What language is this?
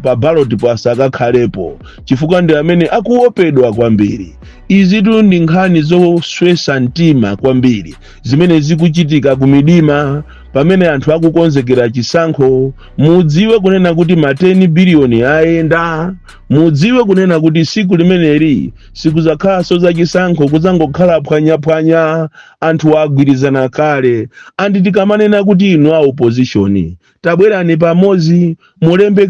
Nyanja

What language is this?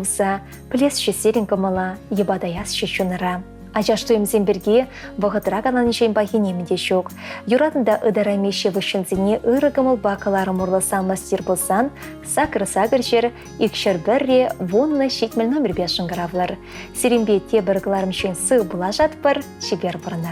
Chuvash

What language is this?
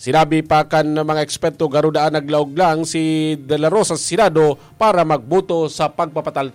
Bikol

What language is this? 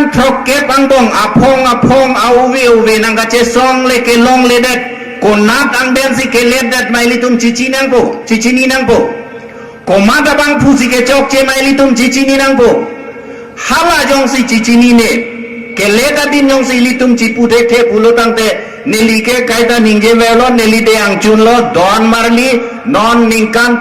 Karbi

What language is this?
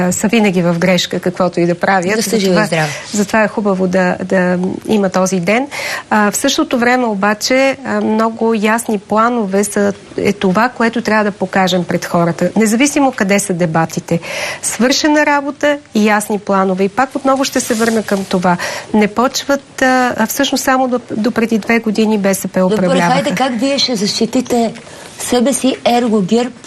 Bulgarian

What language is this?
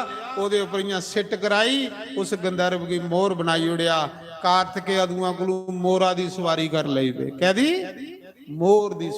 Dogri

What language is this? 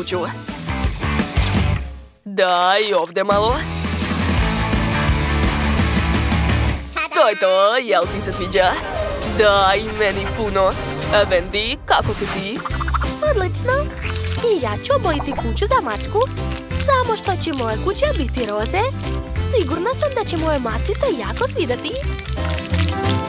Croatian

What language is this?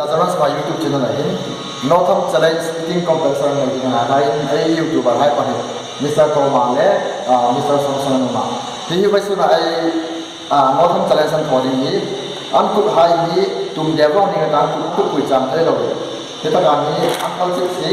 Hmar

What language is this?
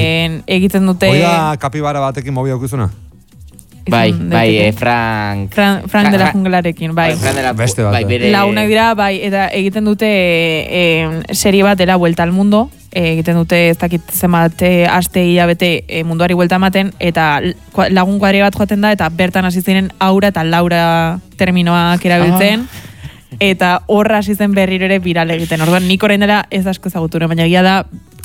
Basque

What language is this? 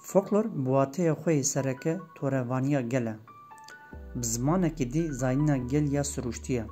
Kurdish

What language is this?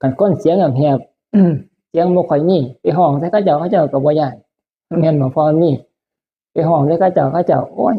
Northeastern Thai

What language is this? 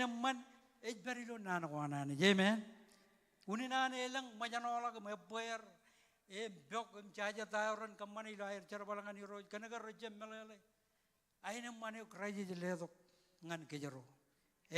Marshallese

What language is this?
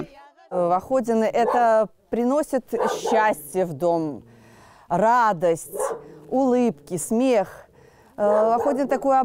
Belarusian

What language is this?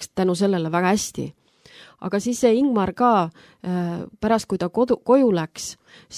Estonian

